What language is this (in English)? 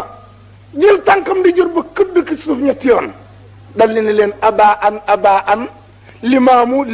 Wolof